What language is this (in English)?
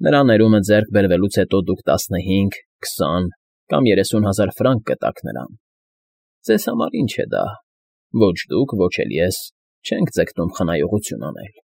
Armenian